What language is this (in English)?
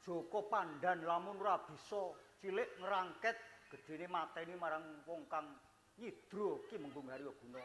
Javanese